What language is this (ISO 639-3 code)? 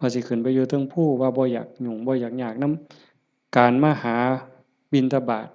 lao